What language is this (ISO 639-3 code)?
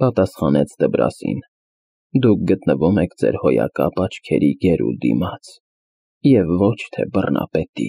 hye